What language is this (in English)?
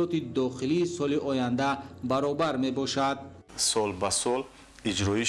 Tajik